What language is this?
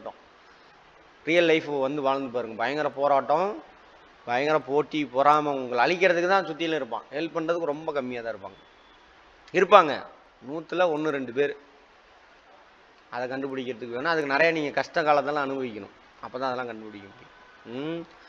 Tamil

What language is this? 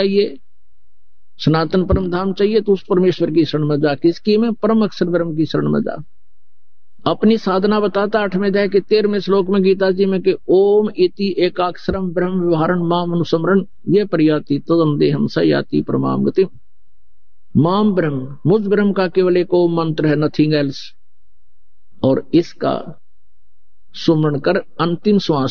Hindi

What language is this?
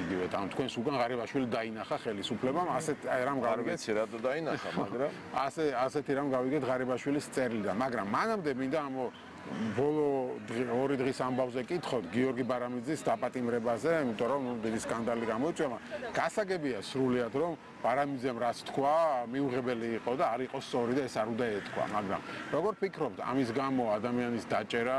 Georgian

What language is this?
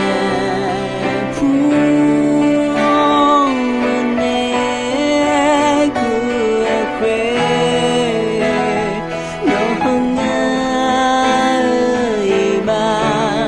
Akha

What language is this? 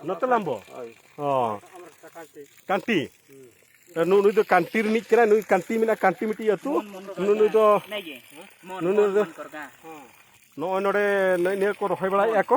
Santali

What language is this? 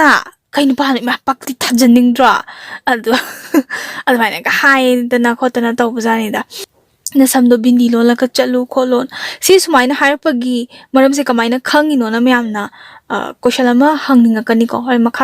Manipuri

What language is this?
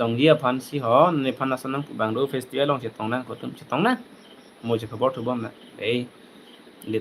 Karbi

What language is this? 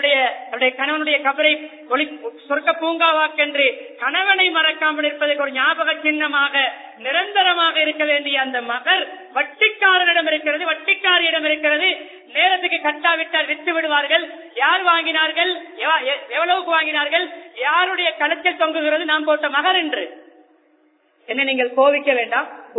Tamil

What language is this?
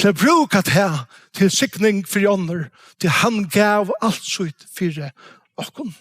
Faroese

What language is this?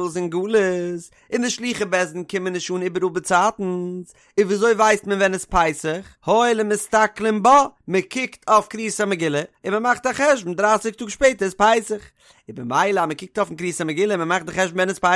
Yiddish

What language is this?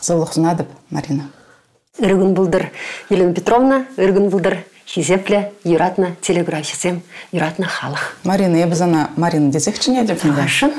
Chuvash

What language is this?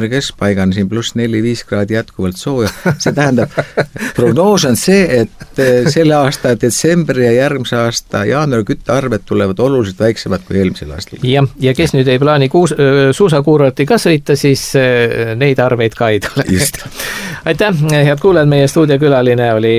Estonian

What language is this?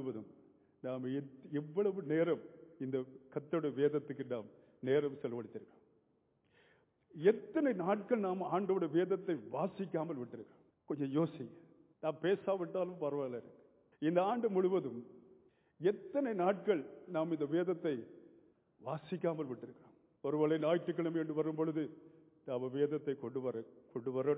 Tamil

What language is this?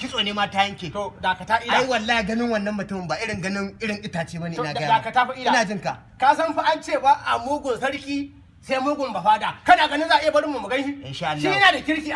Hausa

